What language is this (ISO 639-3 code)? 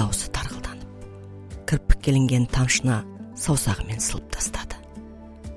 kaz